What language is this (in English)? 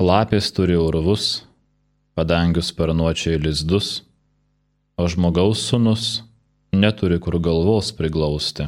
Lithuanian